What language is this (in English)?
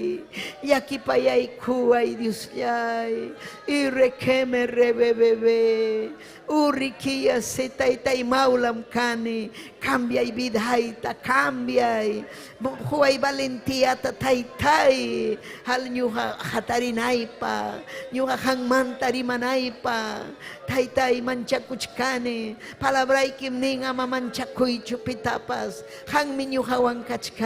Ayacucho Quechua